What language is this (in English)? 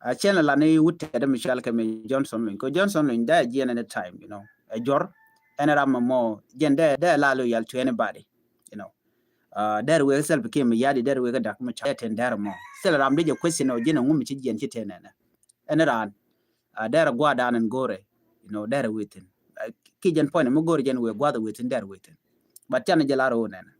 Nuer